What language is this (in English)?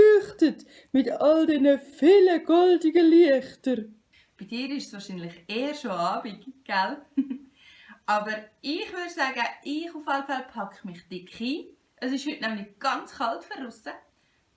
Swiss German